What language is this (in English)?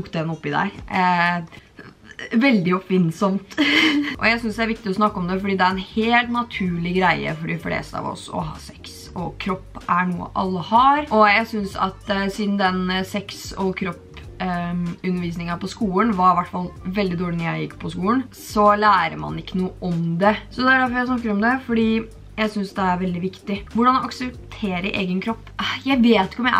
Norwegian